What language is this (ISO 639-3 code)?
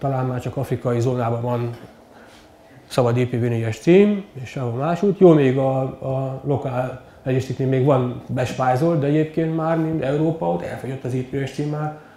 hun